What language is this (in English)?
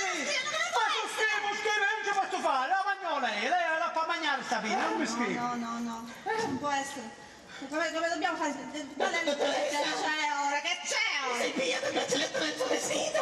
Sicilian